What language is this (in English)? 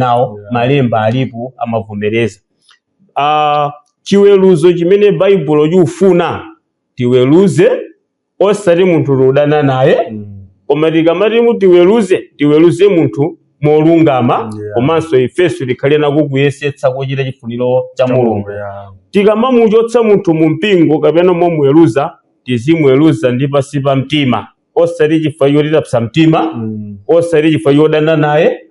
Nyanja